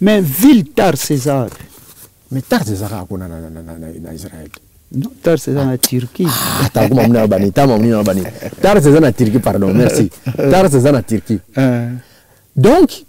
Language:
Lingala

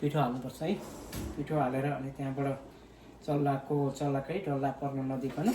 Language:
Nepali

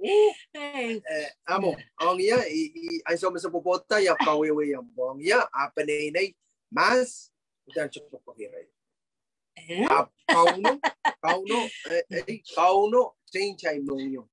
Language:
Pohnpeian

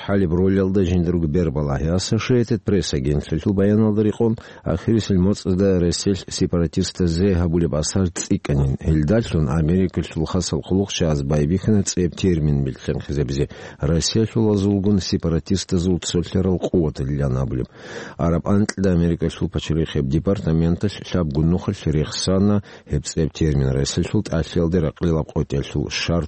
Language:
Avaric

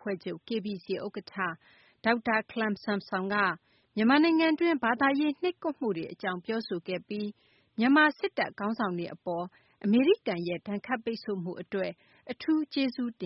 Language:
Burmese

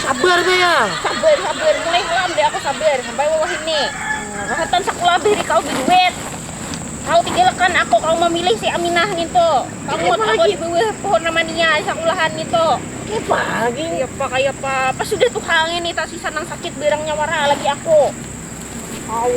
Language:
Banjar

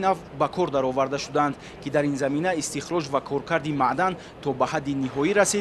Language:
Tajik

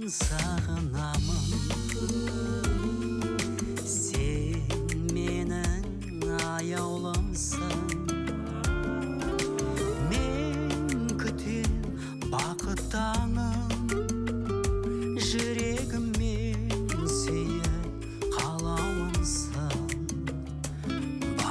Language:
Kazakh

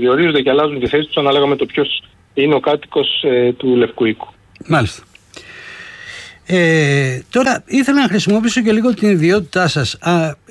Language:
Greek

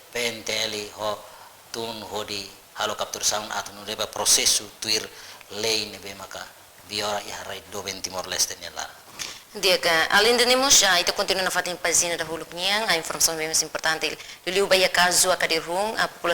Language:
Tetum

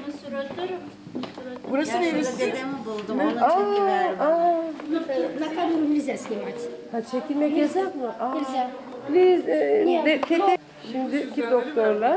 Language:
Adyghe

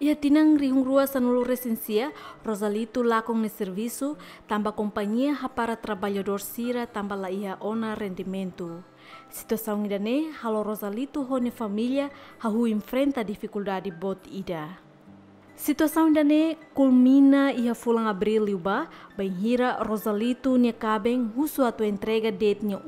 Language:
Tetum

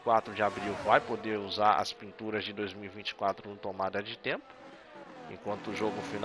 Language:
Portuguese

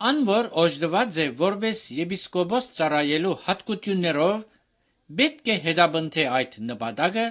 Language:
Armenian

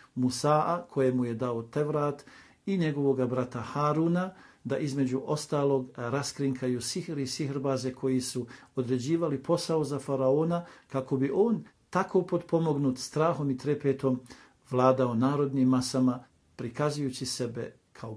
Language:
Bosnian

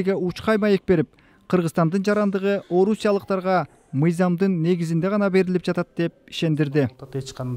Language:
Kyrgyz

